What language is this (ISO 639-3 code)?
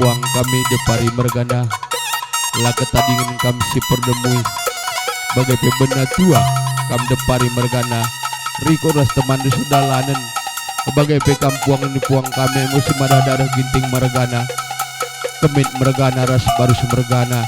btx